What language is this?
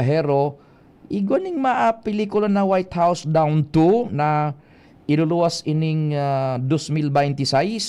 Bikol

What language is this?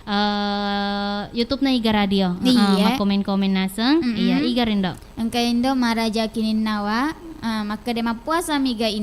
Buginese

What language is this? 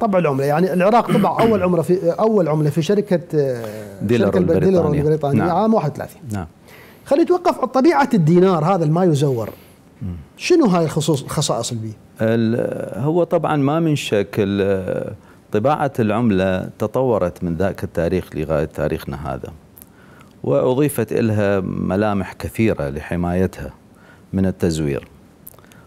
Mesopotamian Arabic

